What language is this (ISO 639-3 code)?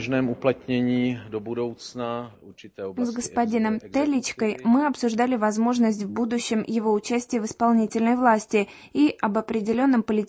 rus